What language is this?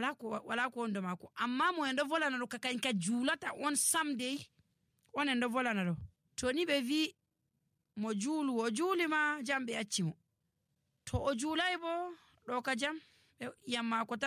Nigerian Fulfulde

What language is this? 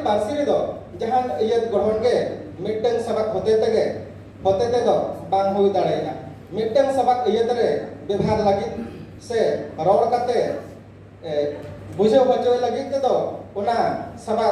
Santali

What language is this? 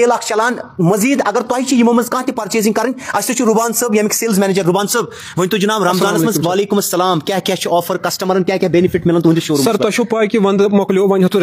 Kashmiri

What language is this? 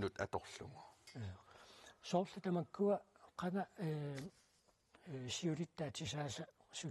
Kalaallisut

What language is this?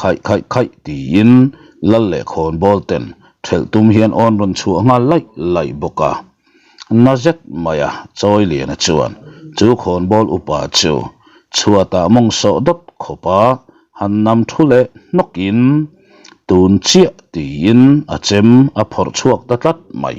Mizo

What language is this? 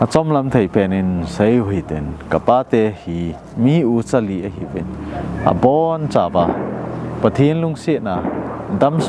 Thado Chin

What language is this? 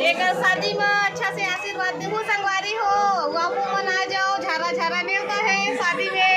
Chhattisgarhi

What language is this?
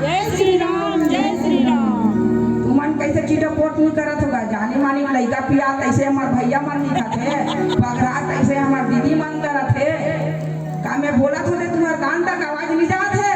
Chhattisgarhi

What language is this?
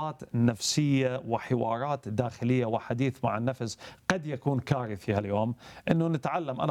Arabic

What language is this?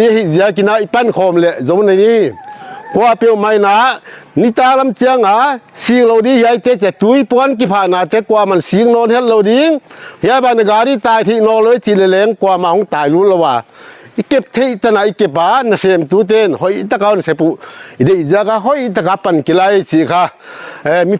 Paite Chin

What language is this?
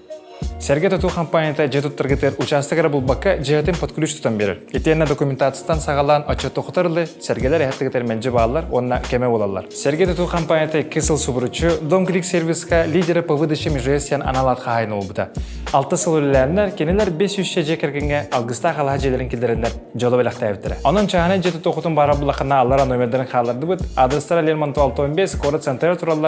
Yakut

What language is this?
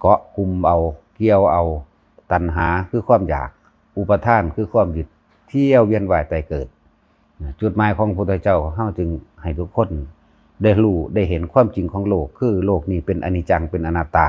Northeastern Thai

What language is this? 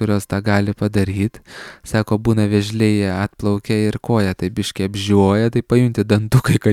Lithuanian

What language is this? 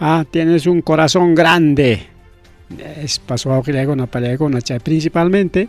Ayacucho Quechua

